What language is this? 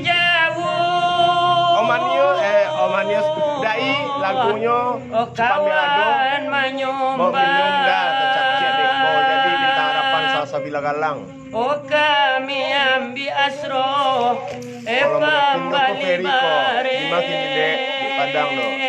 Minangkabau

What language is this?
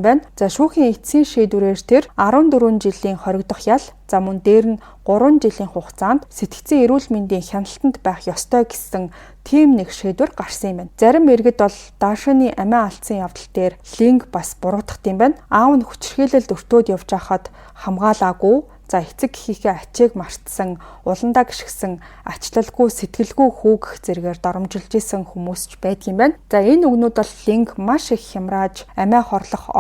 Mongolian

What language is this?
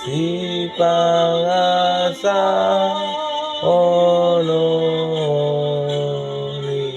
Batak Toba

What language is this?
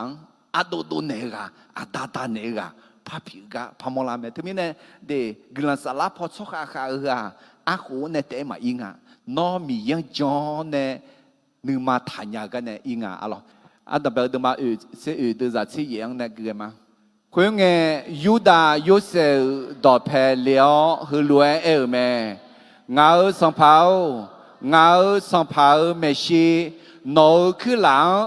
Akha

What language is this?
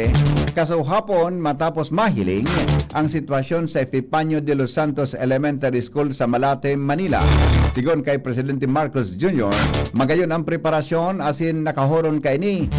Bikol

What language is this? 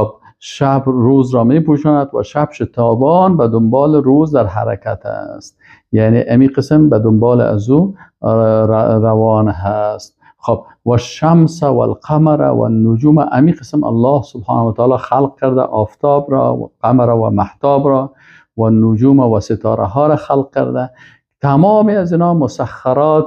Persian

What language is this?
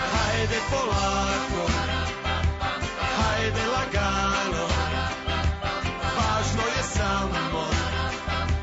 Serbian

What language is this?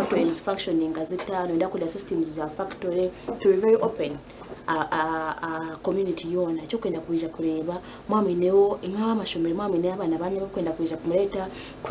Nyankole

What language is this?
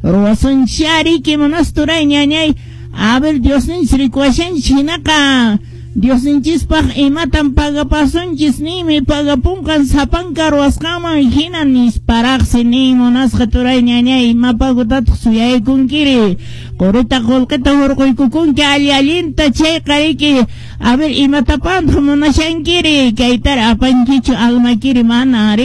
Quechua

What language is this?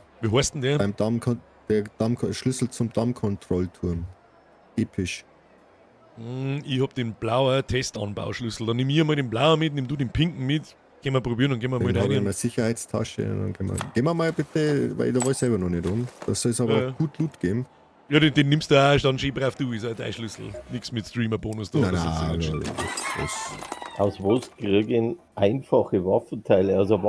Bavarian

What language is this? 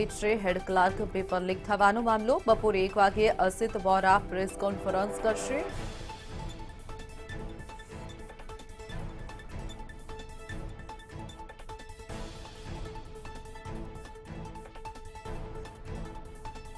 Gujarati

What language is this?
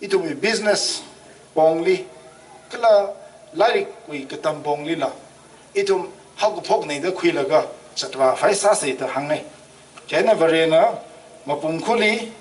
Tangkhul Naga (India)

